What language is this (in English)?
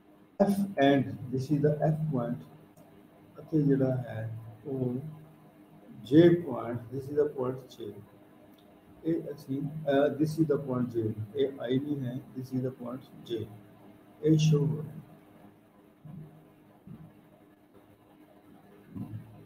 Punjabi